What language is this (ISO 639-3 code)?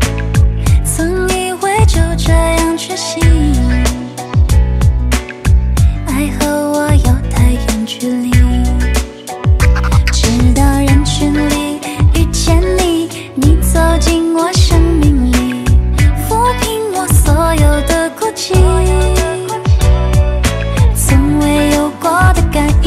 zho